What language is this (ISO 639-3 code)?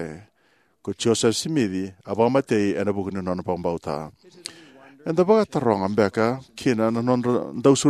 fij